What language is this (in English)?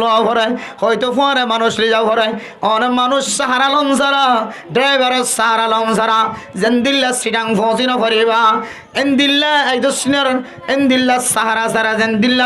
Rohingya